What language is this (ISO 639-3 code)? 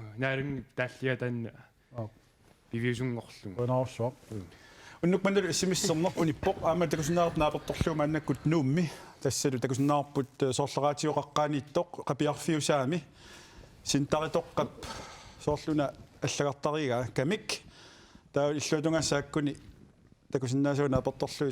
kal